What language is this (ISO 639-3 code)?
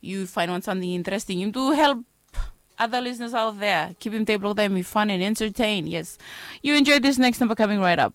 bis